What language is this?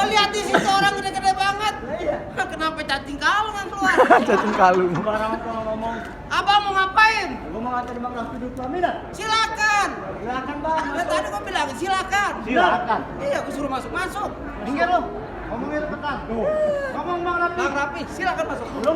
Betawi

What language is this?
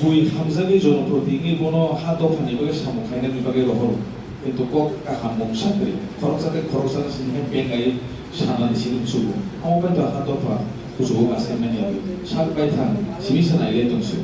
Kok Borok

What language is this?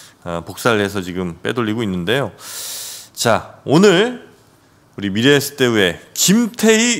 Korean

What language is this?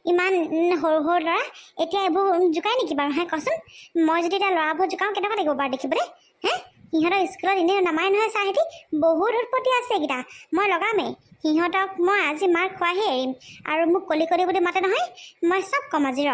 Assamese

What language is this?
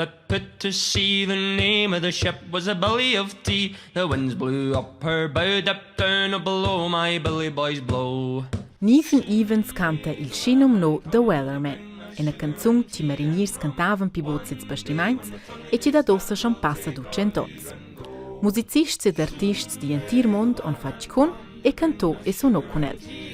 Romansh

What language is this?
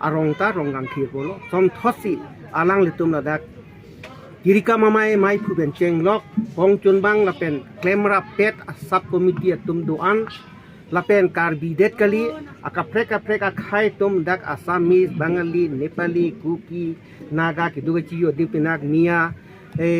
Karbi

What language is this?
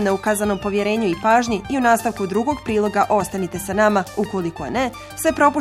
Bosnian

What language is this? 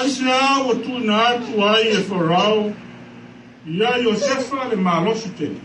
Samoan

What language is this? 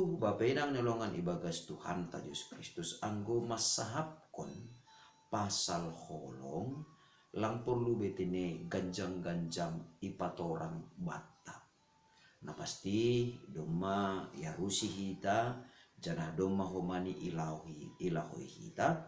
Batak Simalungun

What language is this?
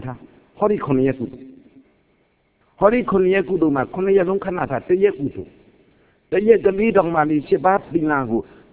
Burmese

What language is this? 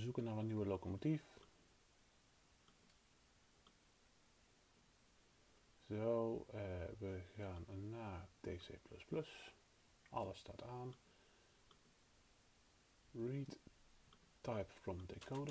Dutch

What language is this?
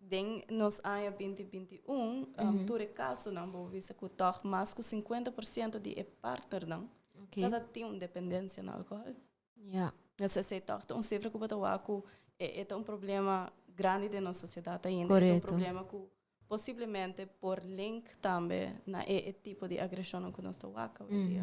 Papiamento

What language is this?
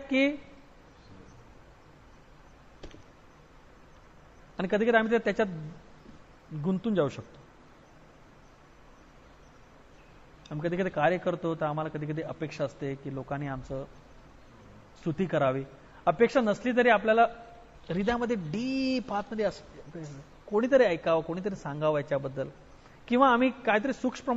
Marathi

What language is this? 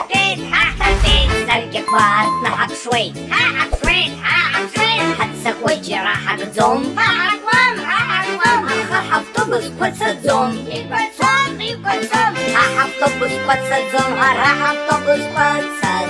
Abkhazian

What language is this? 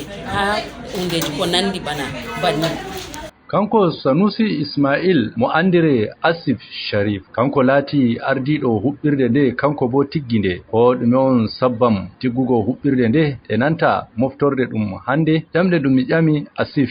Fula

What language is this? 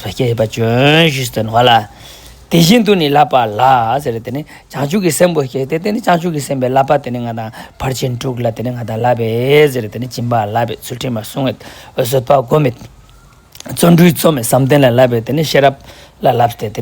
Ladakhi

